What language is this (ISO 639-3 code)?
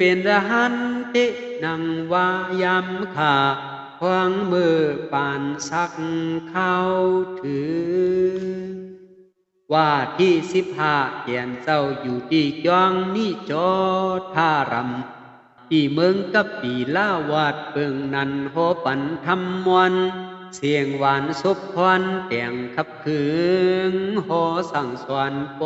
shn